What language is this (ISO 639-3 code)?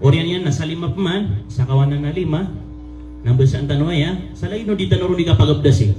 mrw